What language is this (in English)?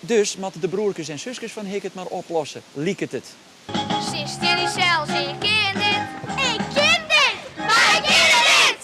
Western Frisian